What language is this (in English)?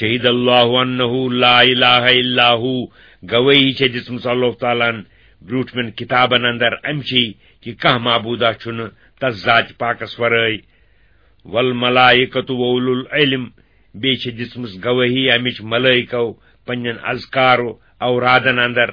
Kashmiri